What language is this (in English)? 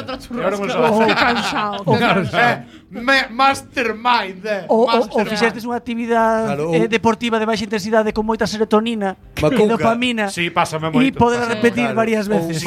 Galician